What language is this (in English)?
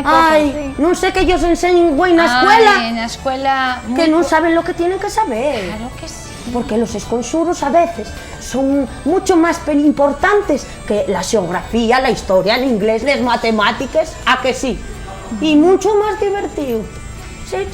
Asturian